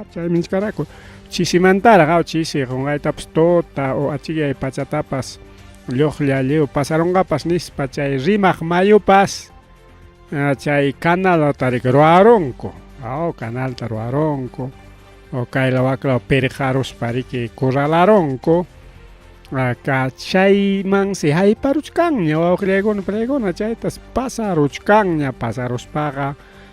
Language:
Ayacucho Quechua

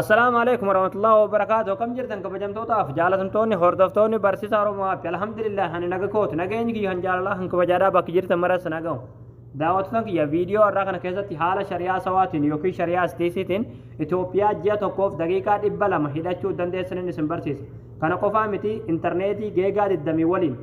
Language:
Oromo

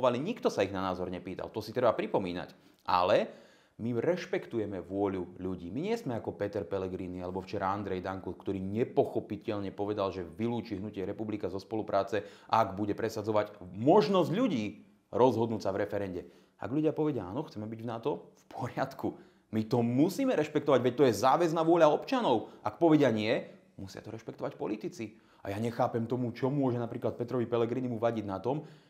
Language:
Slovak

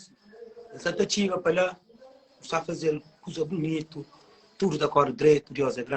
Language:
Kabuverdianu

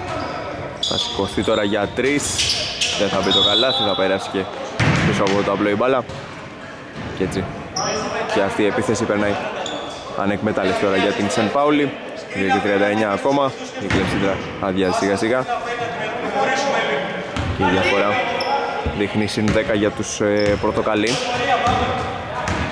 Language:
Greek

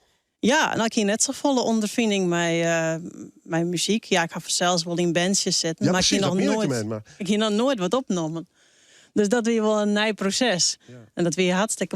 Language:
Western Frisian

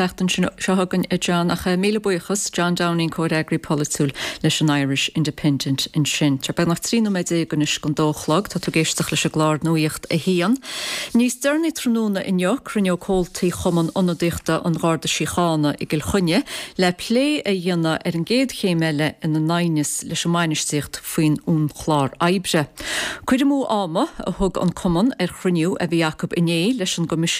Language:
Irish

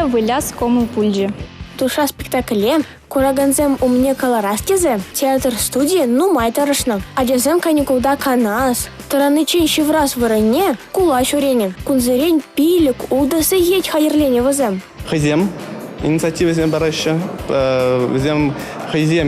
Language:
Chuvash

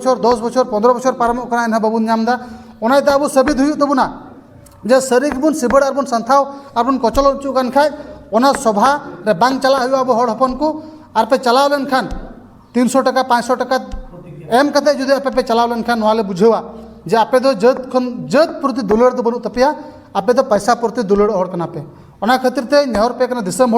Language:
Santali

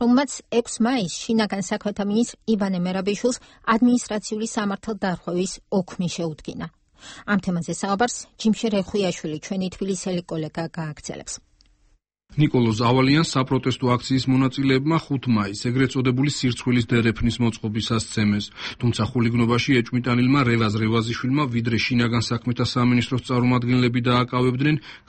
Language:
Georgian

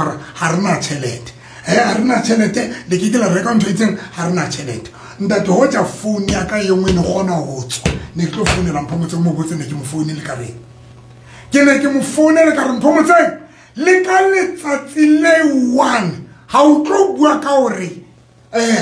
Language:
Southern Sotho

